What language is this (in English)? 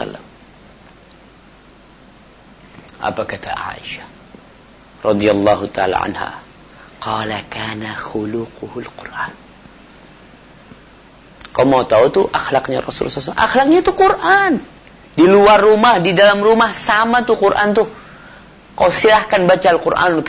Indonesian